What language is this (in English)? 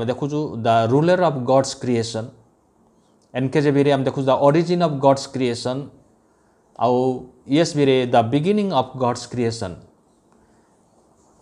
Odia